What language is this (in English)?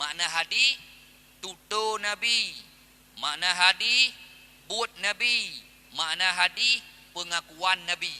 Achinese